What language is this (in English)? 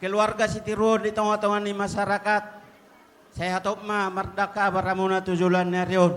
Batak Toba